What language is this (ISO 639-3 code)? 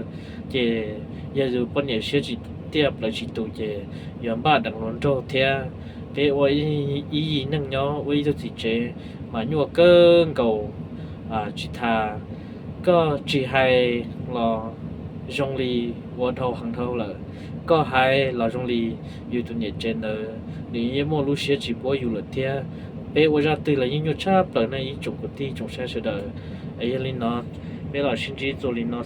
hmn